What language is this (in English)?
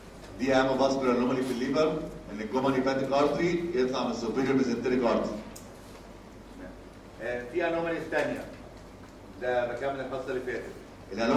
Egyptian Arabic